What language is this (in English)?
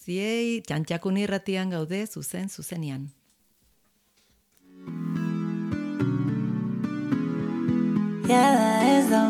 Basque